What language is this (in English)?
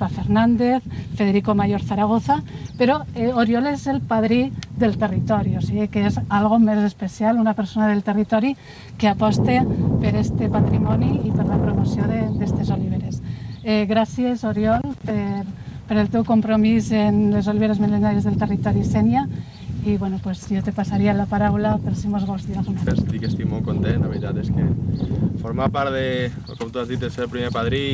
Catalan